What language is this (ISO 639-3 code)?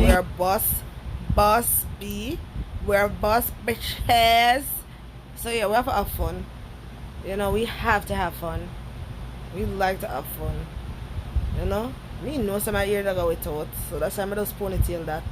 jam